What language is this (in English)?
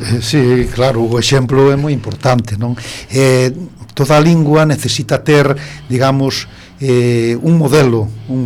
Galician